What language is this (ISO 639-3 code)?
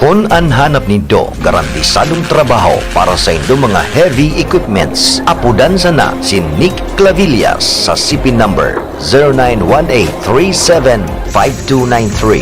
bik